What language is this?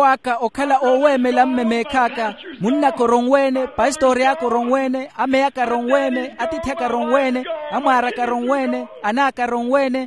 Makhuwa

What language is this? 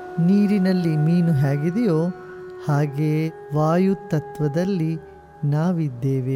Kannada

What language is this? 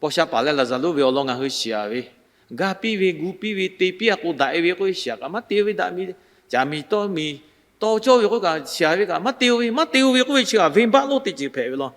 Lahu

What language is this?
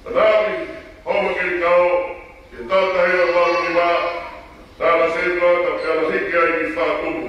Tongan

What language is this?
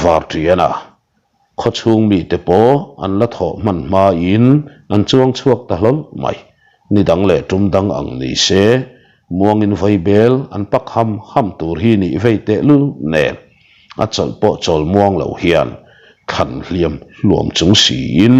Mizo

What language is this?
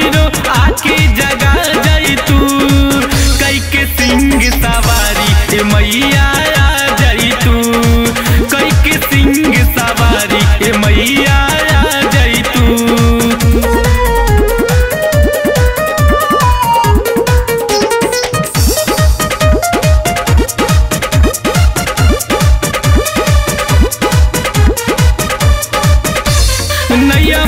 Bhojpuri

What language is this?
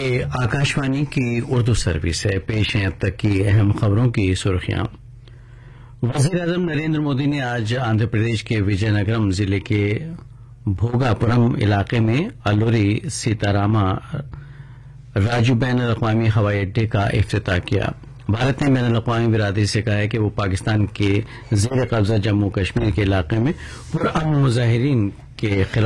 Urdu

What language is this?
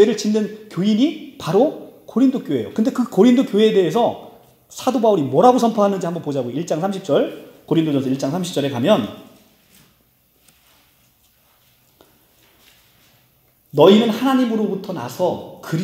Korean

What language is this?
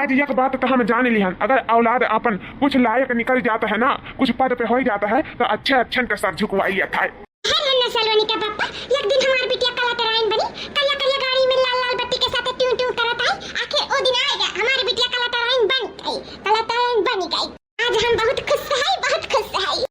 Awadhi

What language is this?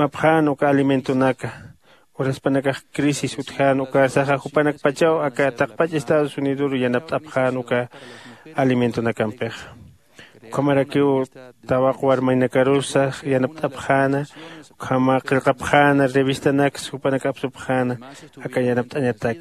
Aymara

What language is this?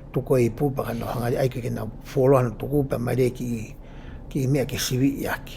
Tongan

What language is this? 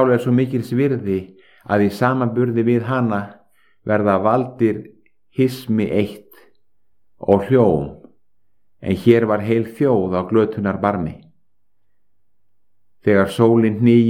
Icelandic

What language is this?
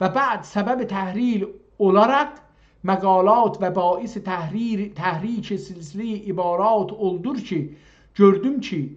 South Azerbaijani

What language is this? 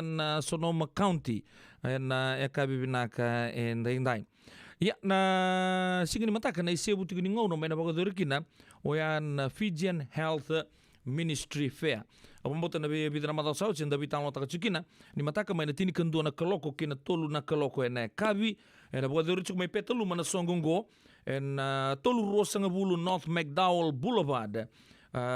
Fijian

